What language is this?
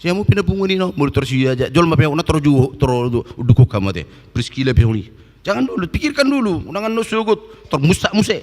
Batak Toba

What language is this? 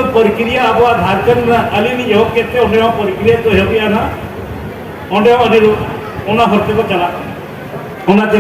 Santali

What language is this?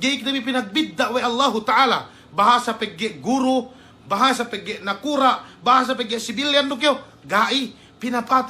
Yakan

